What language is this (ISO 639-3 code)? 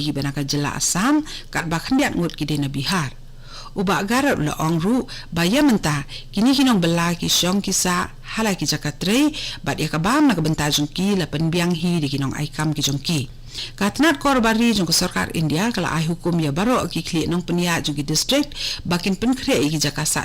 kha